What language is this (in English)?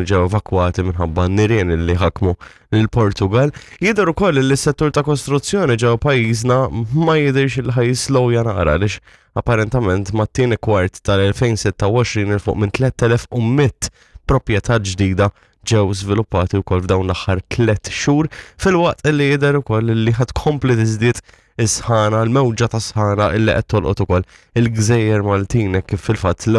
Maltese